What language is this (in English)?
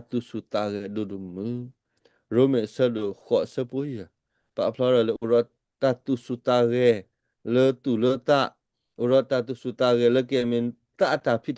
S'gaw Karen